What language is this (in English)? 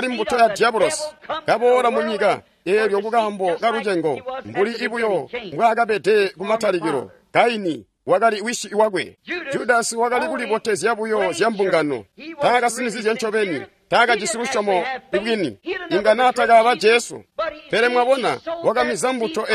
Tonga (Zambia)